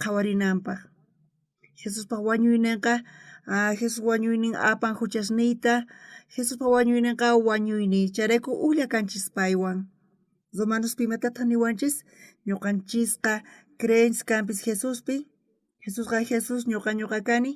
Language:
South Bolivian Quechua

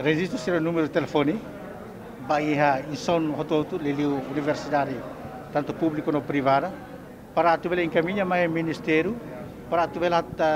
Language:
Tetum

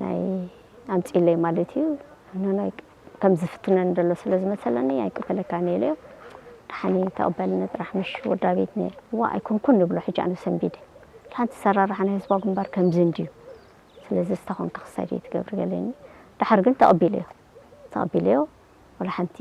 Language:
Tigrinya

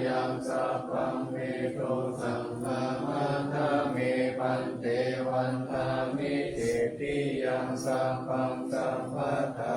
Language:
Pali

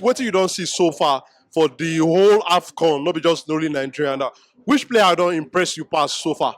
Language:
Nigerian Pidgin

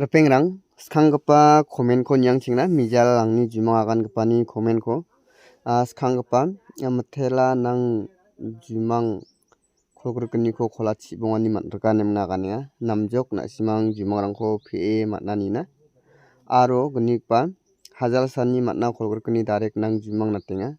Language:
Garo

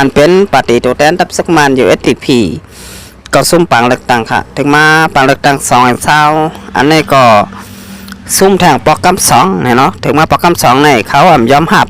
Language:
Shan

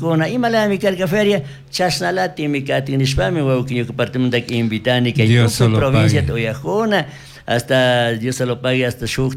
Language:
Chimborazo Highland Quichua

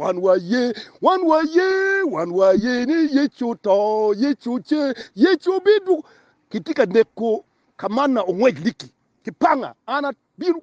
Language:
Acoli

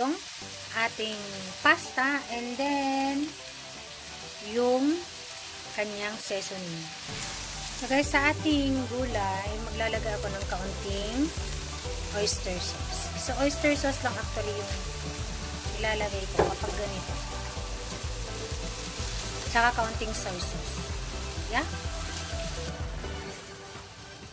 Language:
Filipino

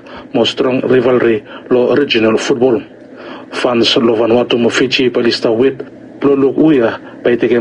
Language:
Bislama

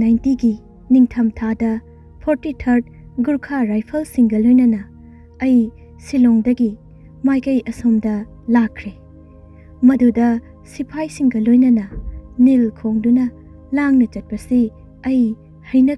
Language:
Manipuri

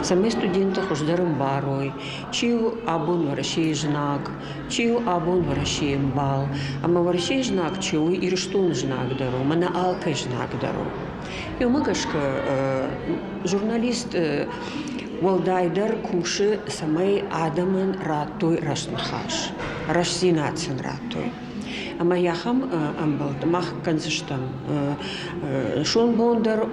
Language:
Ossetic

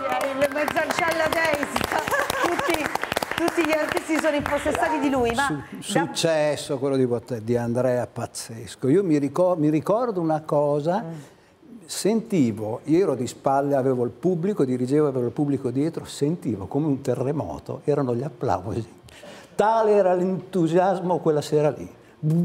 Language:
Italian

